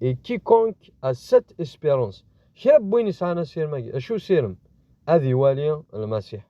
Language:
Kabyle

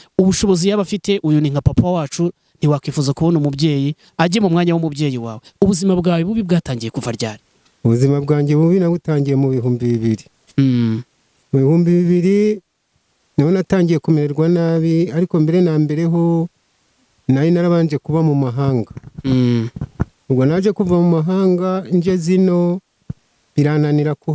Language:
Kinyarwanda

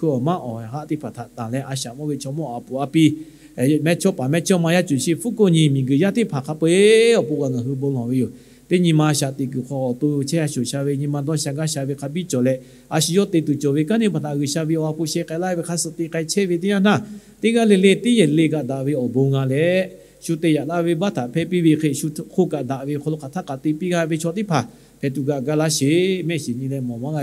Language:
Lahu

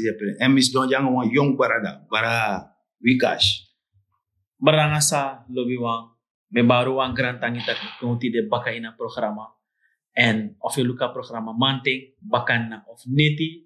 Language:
Sranan Tongo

